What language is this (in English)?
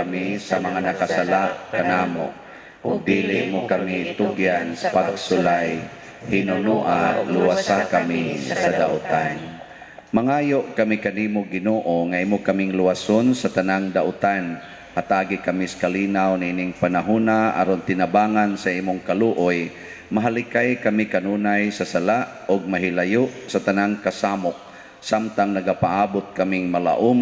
Cebuano